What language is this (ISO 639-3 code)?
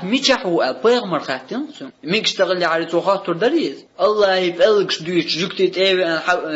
che